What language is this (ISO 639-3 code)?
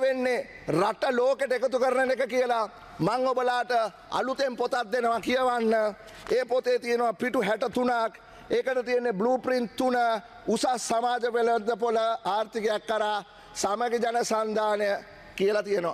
sin